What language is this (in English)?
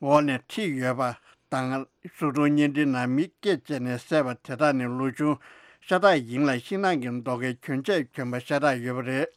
Tibetan